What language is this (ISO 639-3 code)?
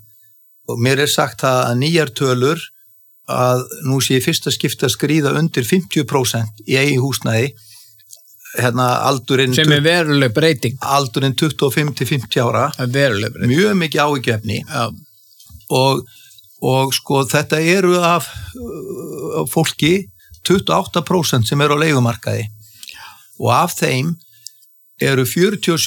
isl